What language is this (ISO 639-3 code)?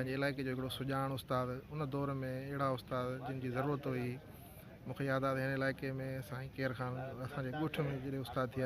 snd